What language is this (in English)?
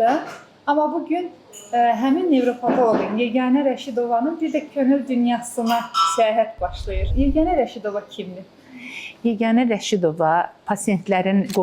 Azerbaijani